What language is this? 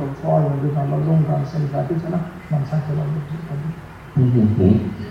Chinese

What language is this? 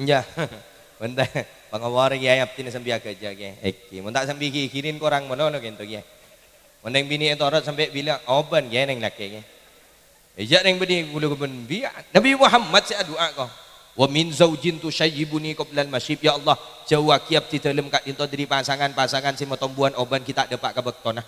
Madurese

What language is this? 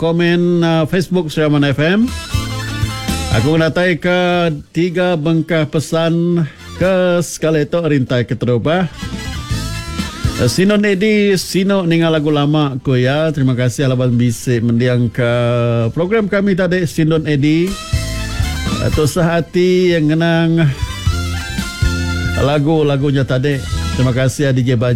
Iban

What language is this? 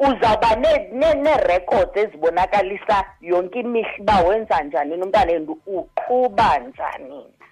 Xhosa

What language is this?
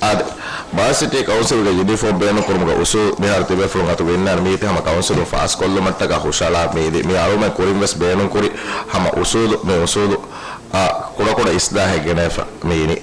Divehi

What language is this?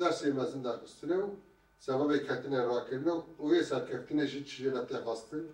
Kurdish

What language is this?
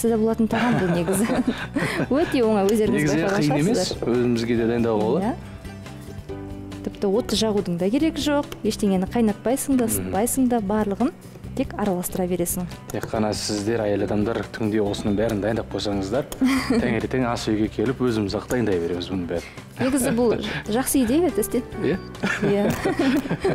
Kazakh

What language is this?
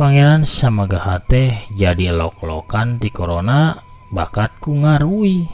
Sundanese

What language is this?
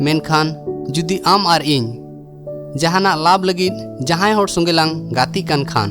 Santali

